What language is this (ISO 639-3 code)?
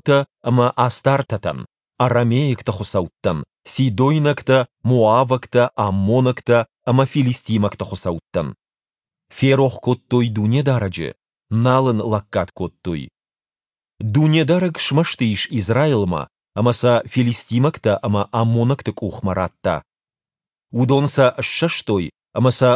oss